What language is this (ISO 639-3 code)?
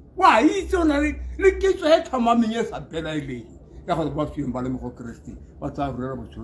tsn